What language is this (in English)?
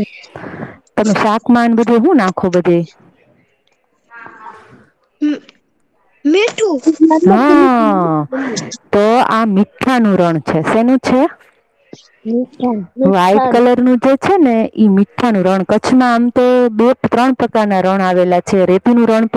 Gujarati